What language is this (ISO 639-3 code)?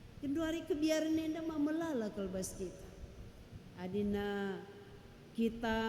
btx